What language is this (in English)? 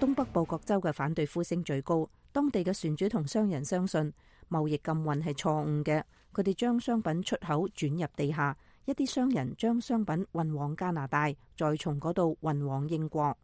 Cantonese